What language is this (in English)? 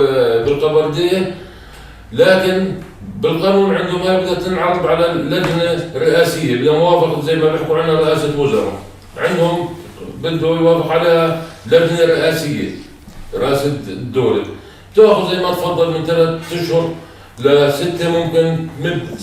North Levantine Arabic